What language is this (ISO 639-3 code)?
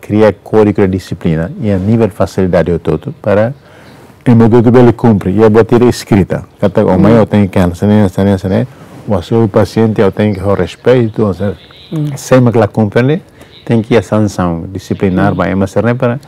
tet